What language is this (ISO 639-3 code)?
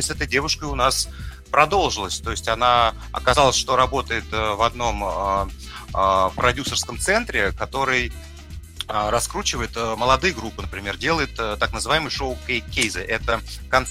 rus